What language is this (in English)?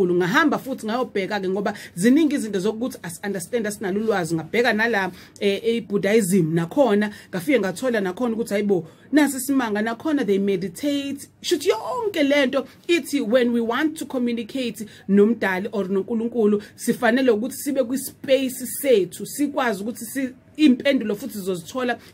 Zulu